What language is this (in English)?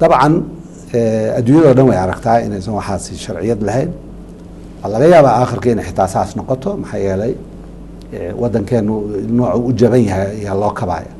Somali